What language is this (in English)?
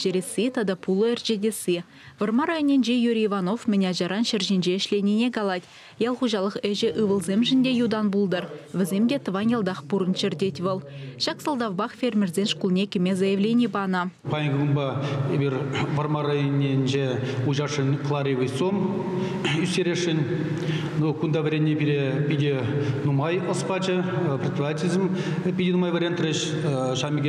Chuvash